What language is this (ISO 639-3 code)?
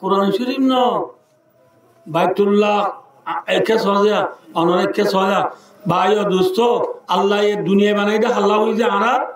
rhg